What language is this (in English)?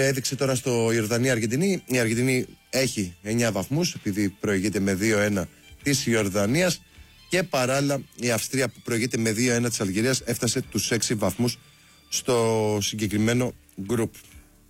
Greek